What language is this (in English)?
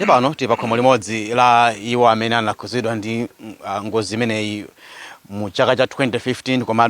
Nyanja